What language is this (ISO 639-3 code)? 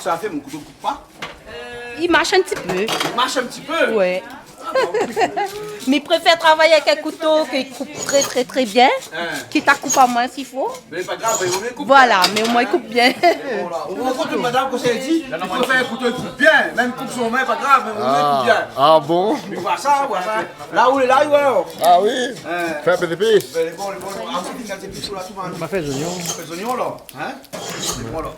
rcf